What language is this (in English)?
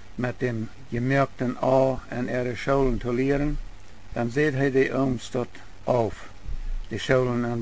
Plautdietsch